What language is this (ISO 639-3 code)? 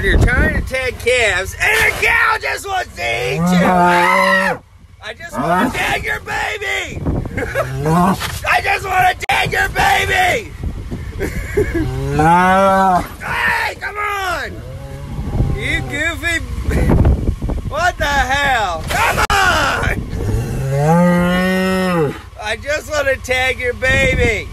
eng